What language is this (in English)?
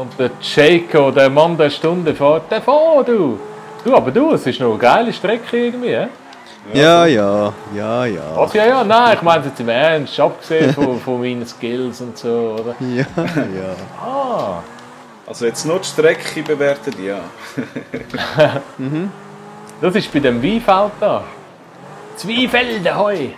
Swiss German